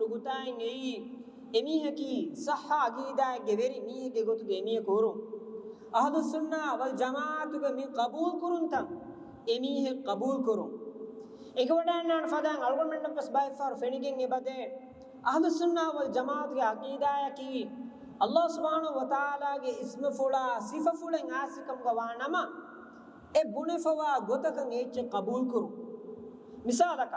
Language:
Divehi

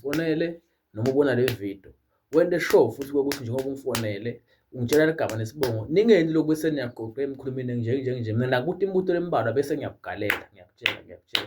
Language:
Swati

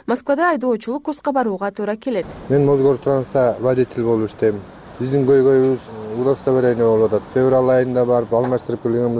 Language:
Kyrgyz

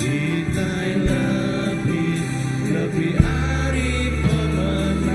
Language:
Iban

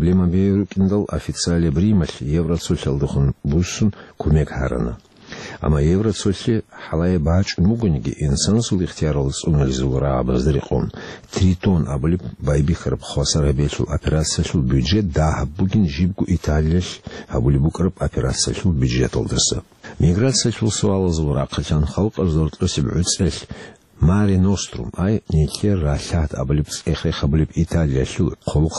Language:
Avaric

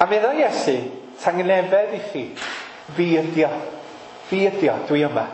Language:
Welsh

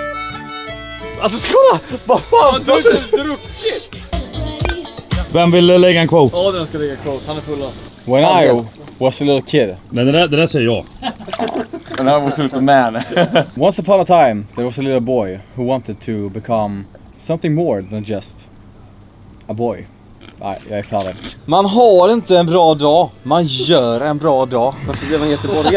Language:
Swedish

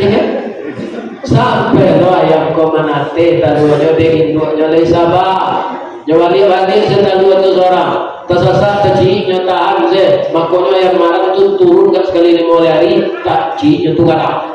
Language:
Minangkabau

